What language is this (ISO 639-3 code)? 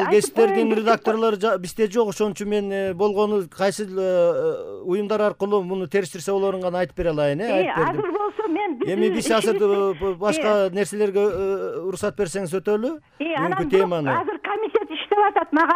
kir